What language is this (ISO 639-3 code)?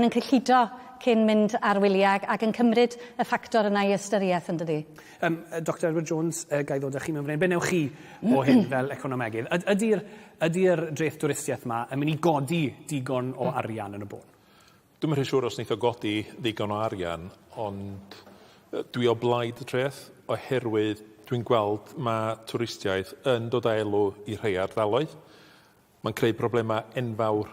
cym